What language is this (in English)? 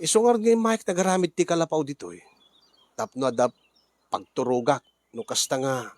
Iloko